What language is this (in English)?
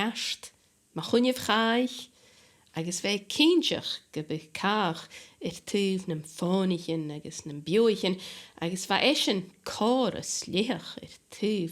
Scottish Gaelic